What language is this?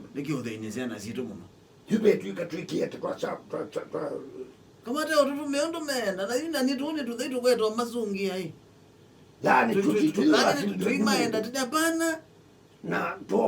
Kamba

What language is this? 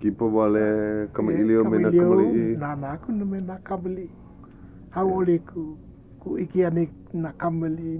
Hawaiian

